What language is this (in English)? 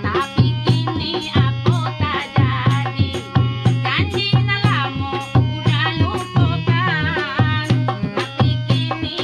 Minangkabau